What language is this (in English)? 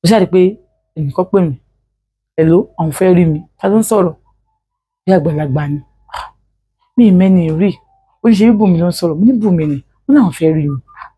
Yoruba